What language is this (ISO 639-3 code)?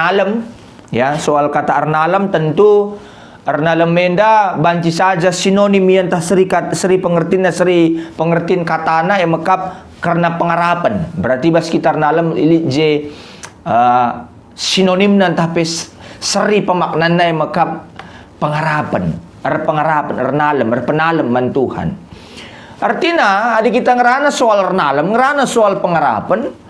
btx